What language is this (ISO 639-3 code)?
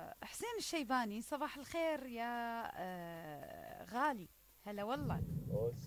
acm